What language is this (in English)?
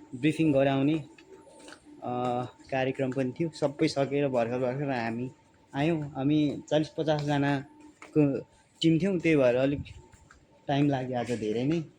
Nepali